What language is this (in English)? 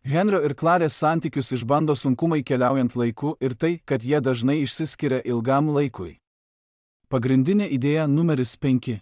Lithuanian